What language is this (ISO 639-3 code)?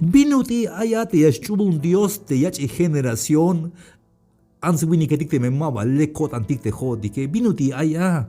tzh